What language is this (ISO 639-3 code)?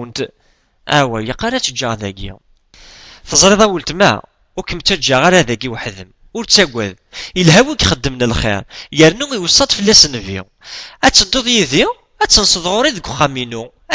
kab